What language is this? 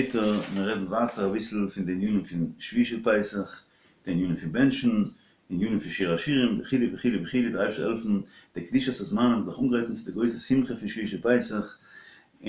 Yiddish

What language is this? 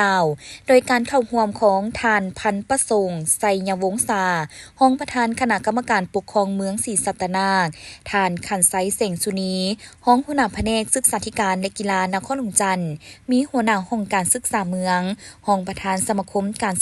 Lao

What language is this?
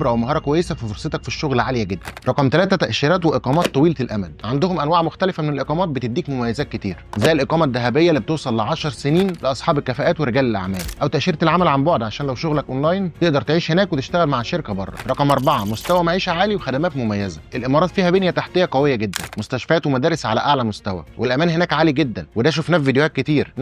Egyptian Arabic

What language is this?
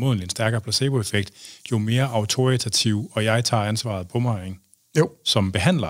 Danish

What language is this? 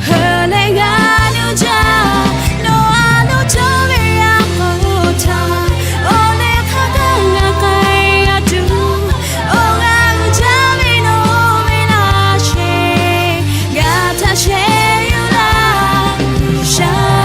Lahu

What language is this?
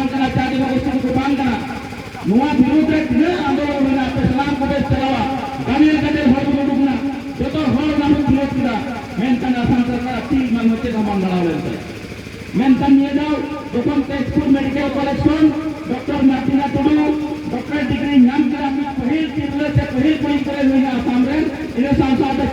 Santali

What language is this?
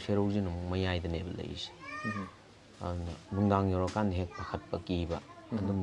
Manipuri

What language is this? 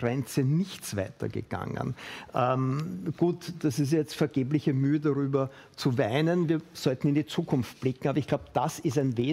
German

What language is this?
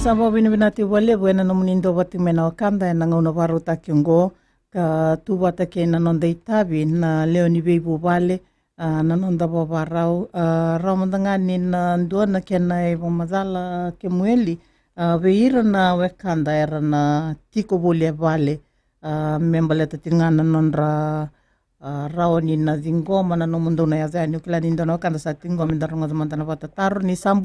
Fijian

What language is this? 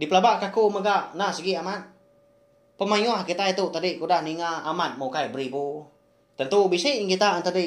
Iban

